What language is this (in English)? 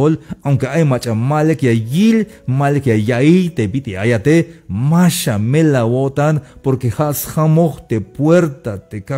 Tzeltal